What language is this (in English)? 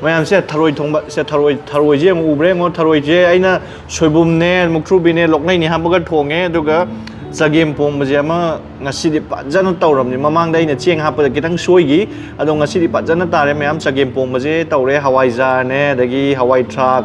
Manipuri